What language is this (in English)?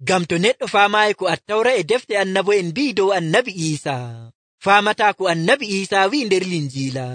Nigerian Fulfulde